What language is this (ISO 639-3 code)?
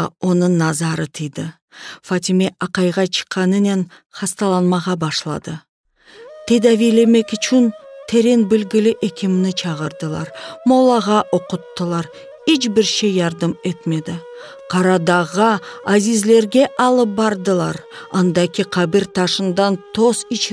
crh